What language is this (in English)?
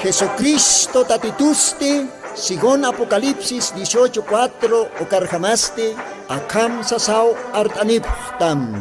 Aymara